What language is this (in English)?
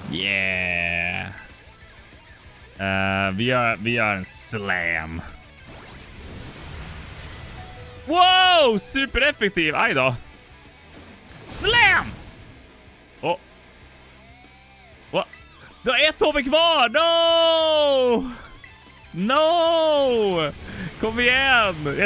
Swedish